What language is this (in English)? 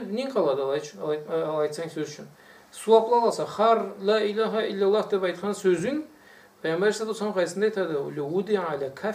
Karachay-Balkar